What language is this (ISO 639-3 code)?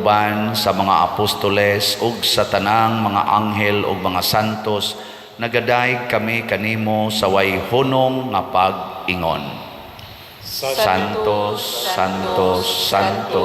ceb